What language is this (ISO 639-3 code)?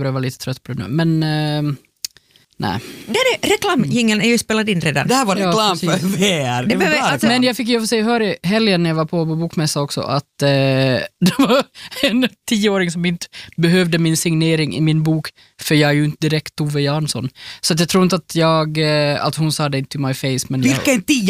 swe